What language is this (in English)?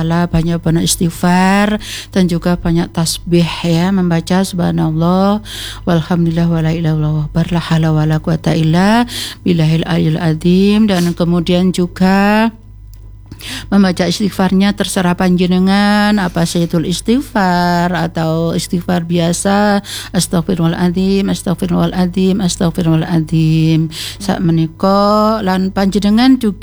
Indonesian